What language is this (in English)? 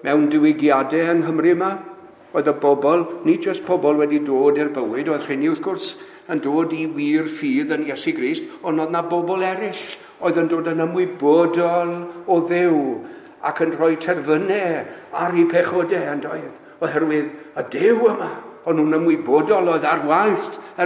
Welsh